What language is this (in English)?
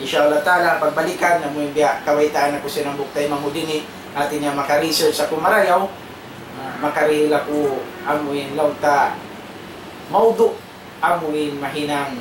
Tausug